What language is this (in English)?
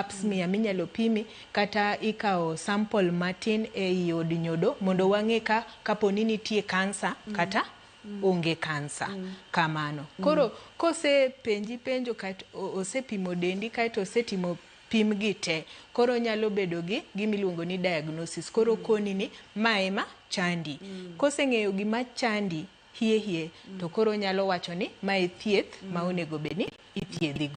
Luo (Kenya and Tanzania)